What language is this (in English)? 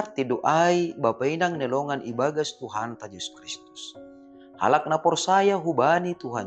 Batak Simalungun